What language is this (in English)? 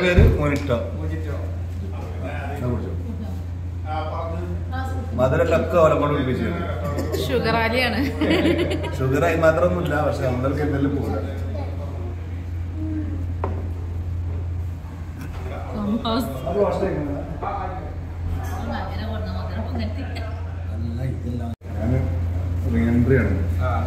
Malayalam